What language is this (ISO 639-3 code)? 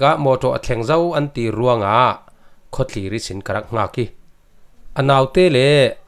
cfm